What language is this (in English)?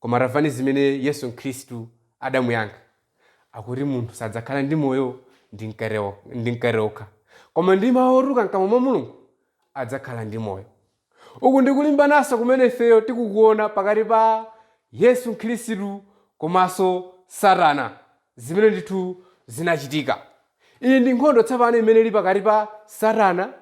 Nyanja